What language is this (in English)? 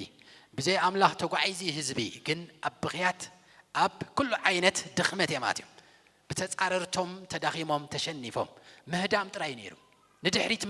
Tigrinya